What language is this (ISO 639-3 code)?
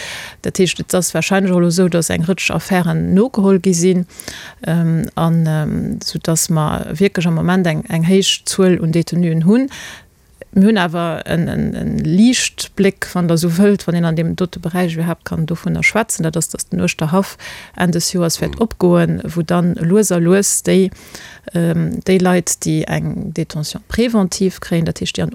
ltz